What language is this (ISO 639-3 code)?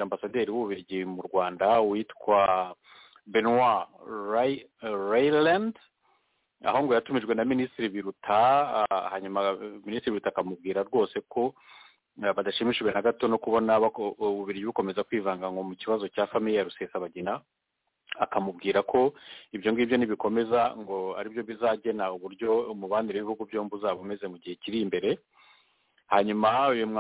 kin